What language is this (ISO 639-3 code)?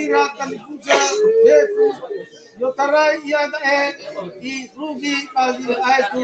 nia